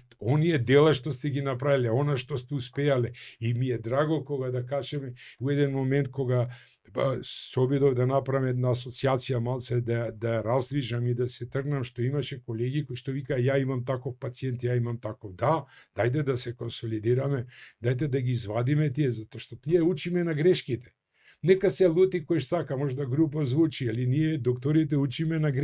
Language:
Macedonian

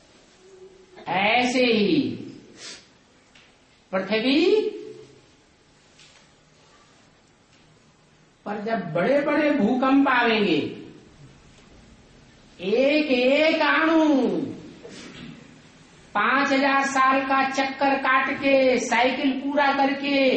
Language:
Hindi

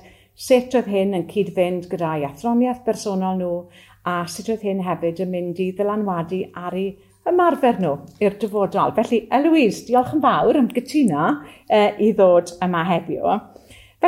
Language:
Welsh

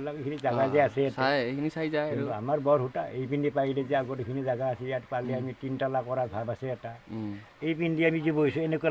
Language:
Assamese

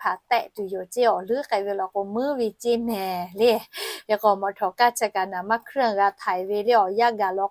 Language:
Lahu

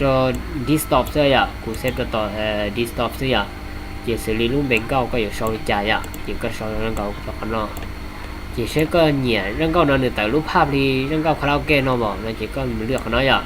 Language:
Hmong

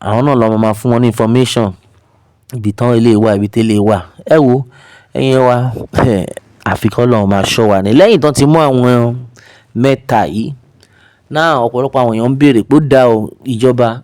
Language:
Yoruba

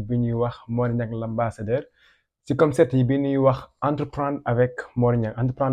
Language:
Wolof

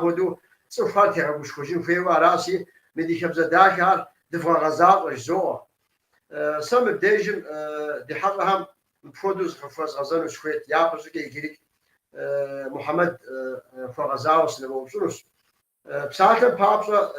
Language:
Kabardian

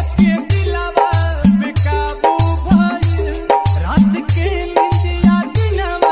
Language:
Bhojpuri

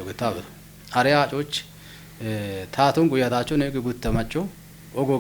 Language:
Kafa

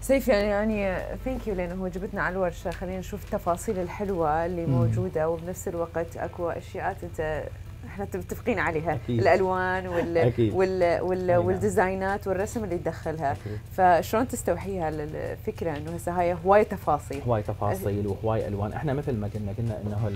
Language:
Mesopotamian Arabic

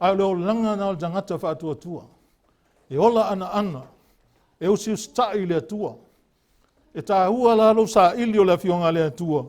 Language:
Samoan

